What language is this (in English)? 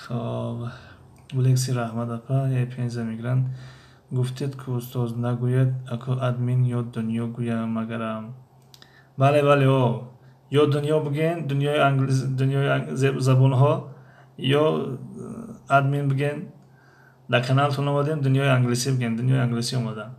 Tajik